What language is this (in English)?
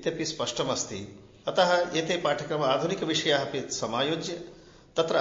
Sanskrit